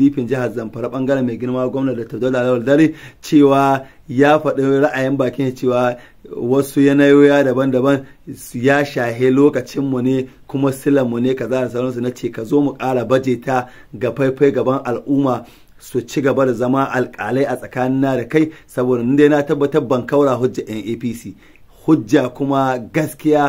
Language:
Hausa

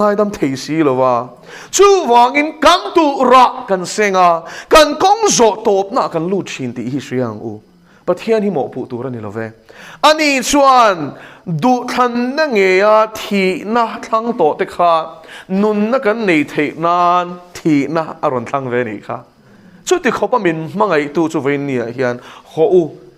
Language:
Mizo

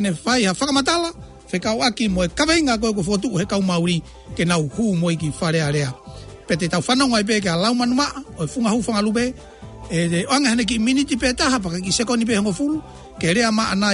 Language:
Tongan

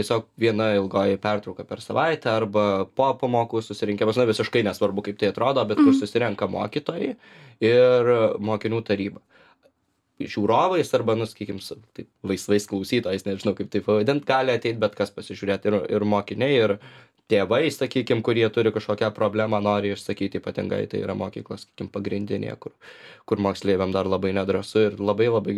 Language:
Lithuanian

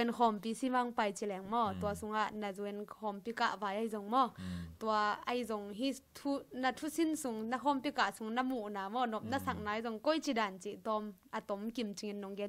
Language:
Tedim Chin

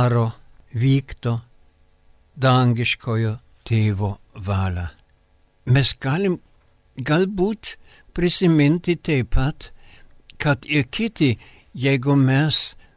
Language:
Lithuanian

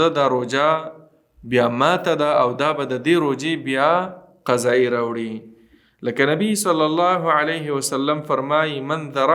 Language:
Pashto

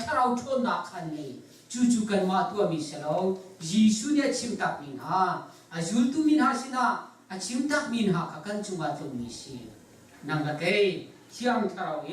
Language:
Hakha Chin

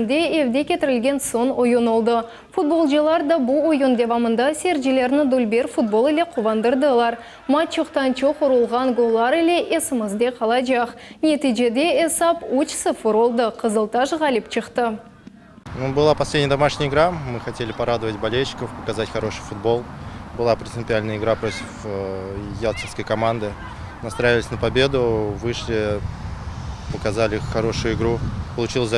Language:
Crimean Tatar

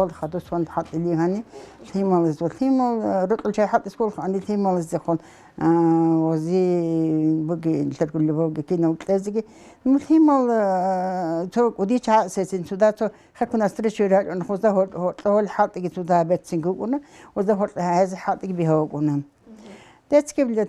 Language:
Avaric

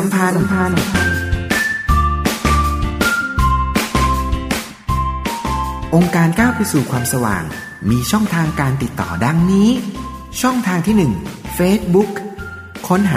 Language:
Thai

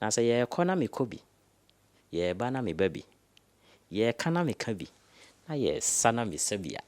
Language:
Akan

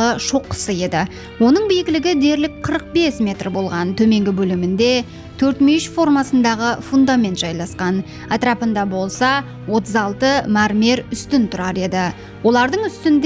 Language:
Kara-Kalpak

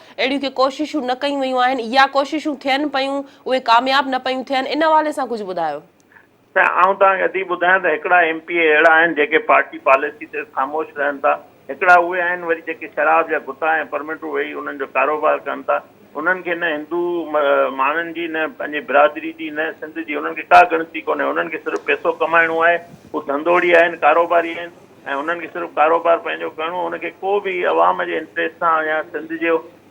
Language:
Sindhi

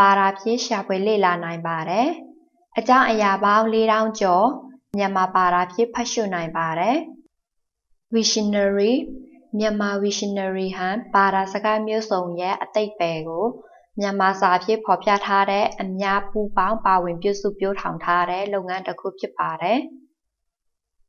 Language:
Burmese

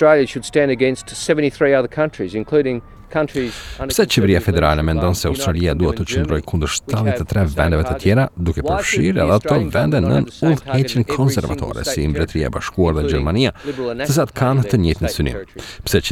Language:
Albanian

